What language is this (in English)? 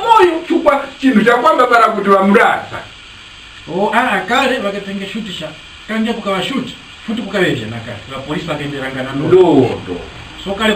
Tumbuka